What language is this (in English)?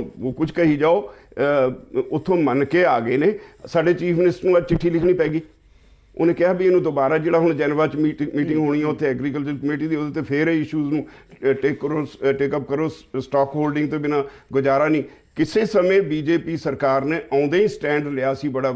Punjabi